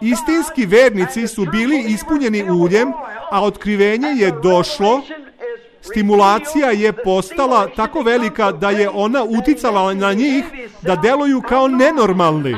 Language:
Serbian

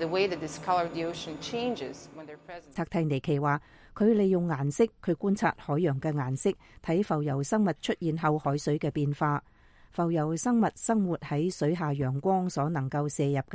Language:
Cantonese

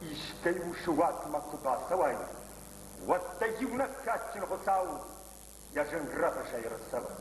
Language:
Ossetic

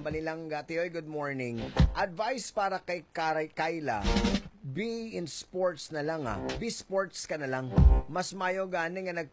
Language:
Hiligaynon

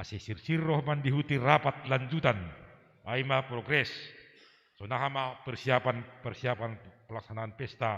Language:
Batak Simalungun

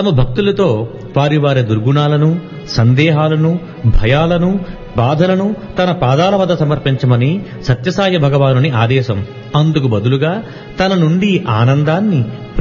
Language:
Telugu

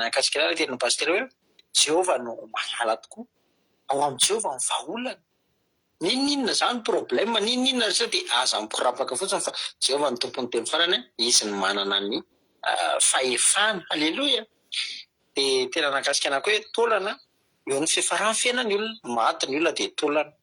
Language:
Malagasy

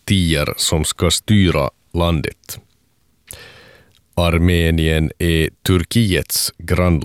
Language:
Swedish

